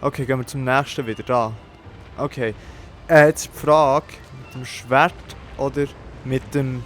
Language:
Swiss German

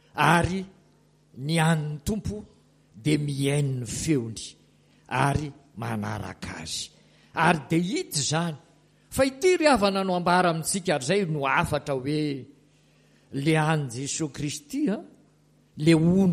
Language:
Malagasy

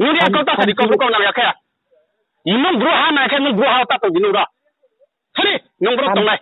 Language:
Riang (India)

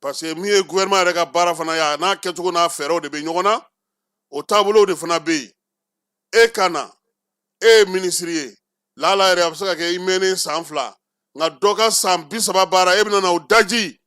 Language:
Bambara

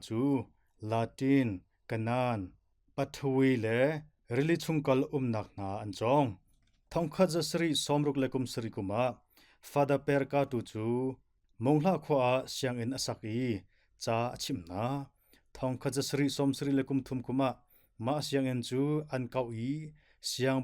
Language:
Hakha Chin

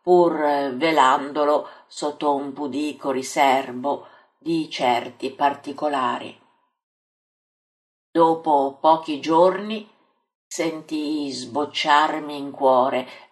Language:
Italian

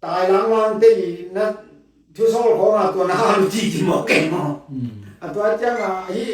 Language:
Tedim Chin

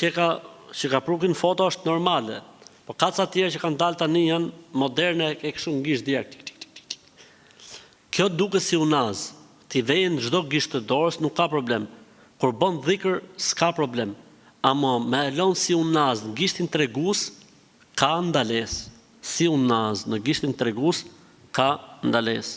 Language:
Albanian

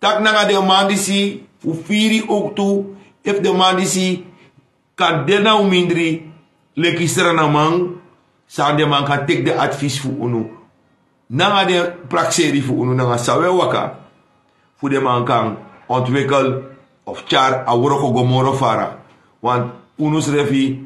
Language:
Sranan Tongo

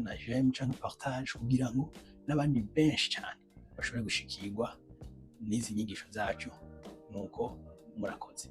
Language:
Rundi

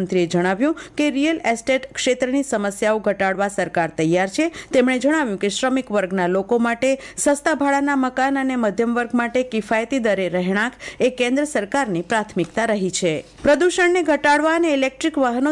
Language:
Gujarati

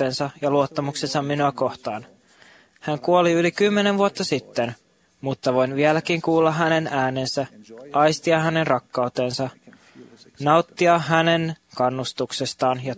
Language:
Finnish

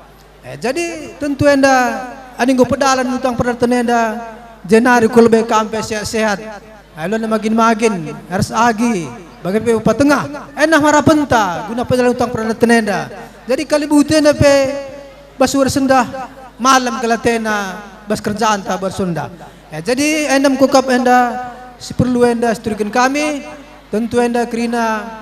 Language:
Batak Karo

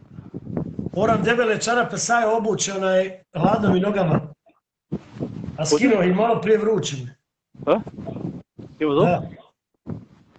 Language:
Bosnian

